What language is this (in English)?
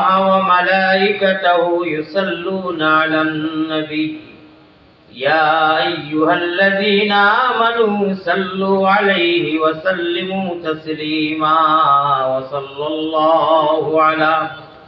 Sylheti